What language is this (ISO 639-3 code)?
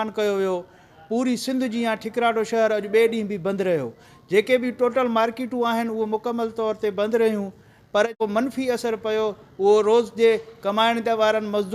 snd